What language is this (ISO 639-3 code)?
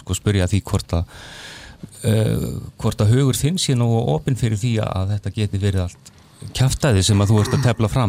isl